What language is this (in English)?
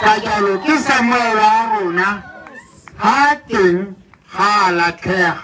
Tswana